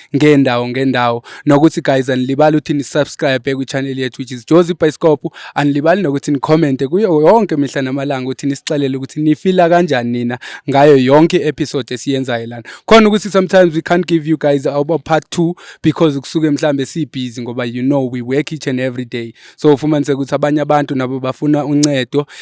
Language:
Zulu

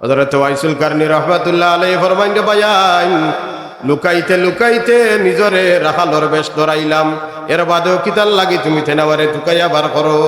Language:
Sylheti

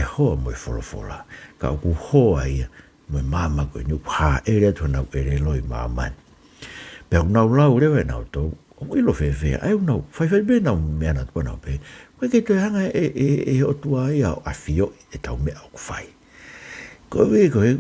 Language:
Tongan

